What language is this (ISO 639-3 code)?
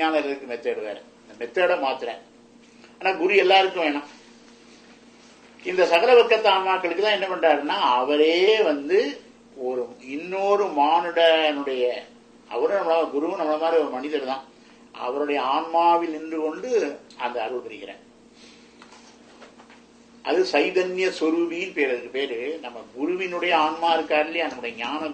tam